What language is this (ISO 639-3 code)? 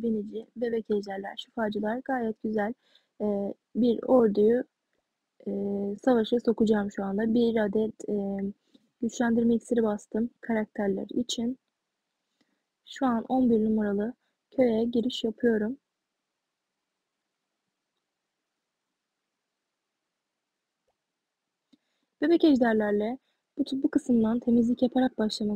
tur